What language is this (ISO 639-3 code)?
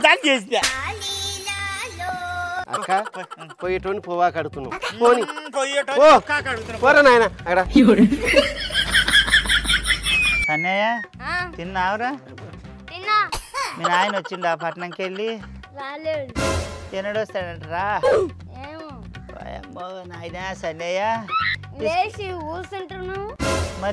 tel